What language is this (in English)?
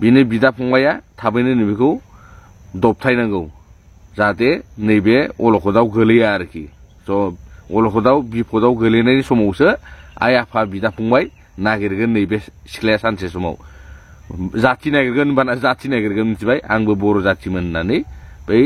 Bodo